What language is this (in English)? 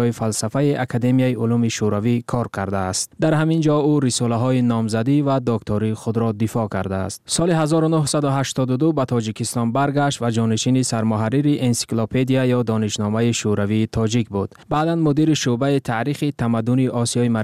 Tajik